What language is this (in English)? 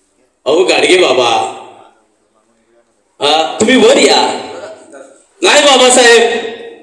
Marathi